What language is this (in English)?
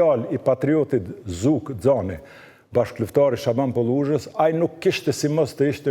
Albanian